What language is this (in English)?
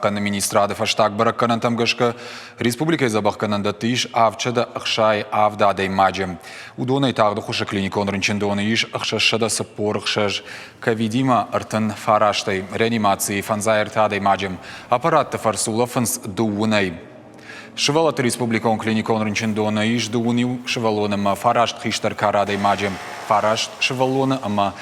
Ossetic